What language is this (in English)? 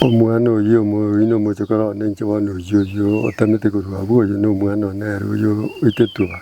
Gusii